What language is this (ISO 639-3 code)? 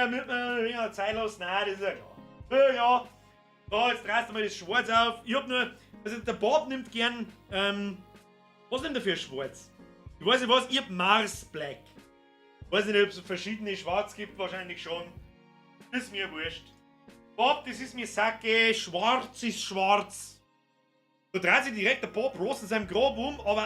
bar